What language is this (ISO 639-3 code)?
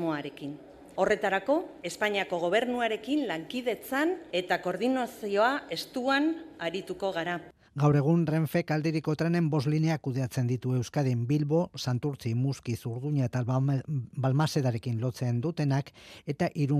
eus